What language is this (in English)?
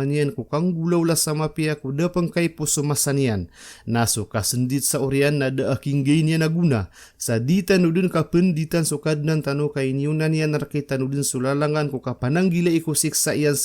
Maranao